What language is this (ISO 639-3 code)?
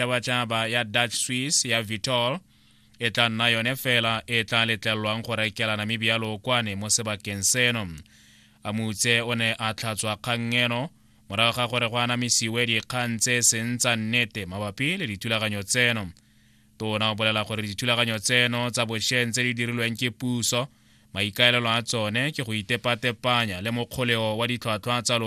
tsn